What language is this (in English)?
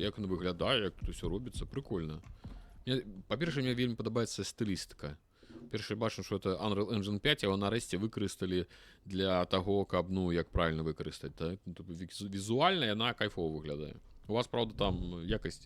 Belarusian